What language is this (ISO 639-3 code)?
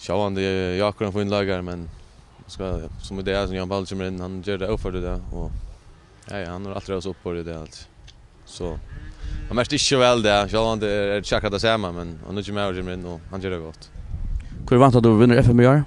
fao